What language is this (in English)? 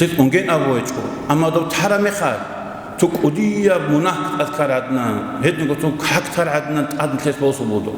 Avaric